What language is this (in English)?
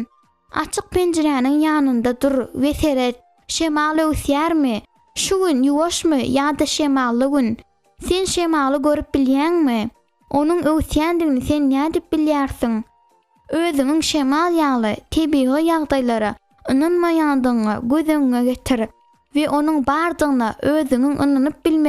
Turkmen